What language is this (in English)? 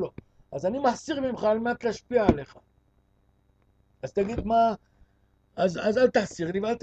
Hebrew